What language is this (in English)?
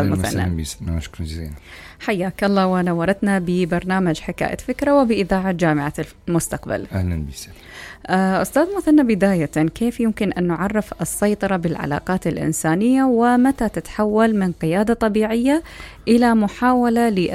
Mesopotamian Arabic